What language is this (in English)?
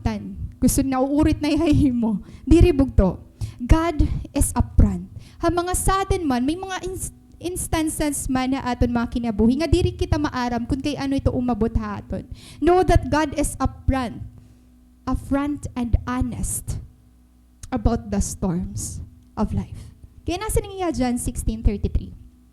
Waray